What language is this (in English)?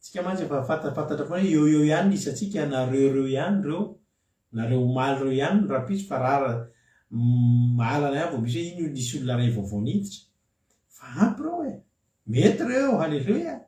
Malagasy